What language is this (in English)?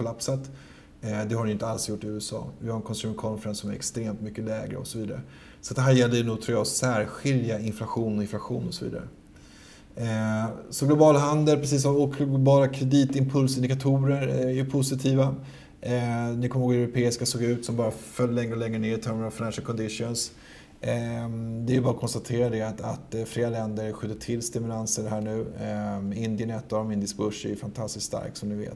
Swedish